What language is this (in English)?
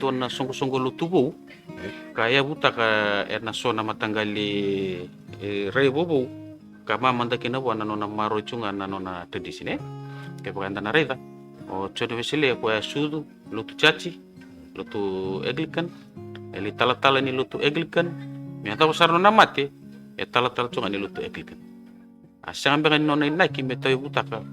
Fijian